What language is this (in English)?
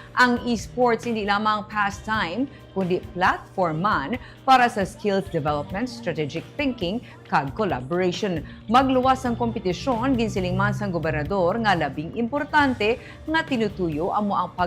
Hiligaynon